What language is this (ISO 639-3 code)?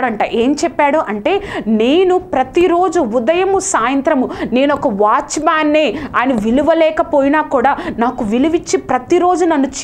tel